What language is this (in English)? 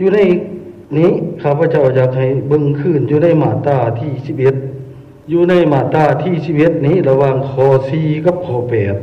Lao